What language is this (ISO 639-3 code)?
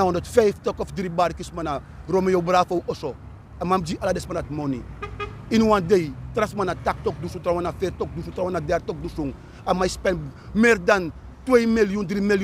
srn